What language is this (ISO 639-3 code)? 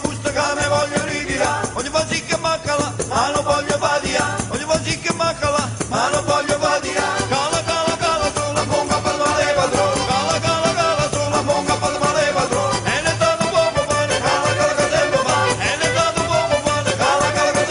nap